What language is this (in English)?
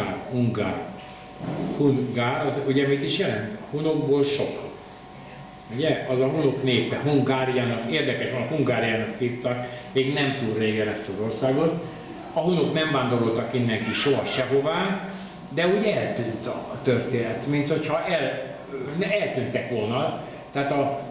Hungarian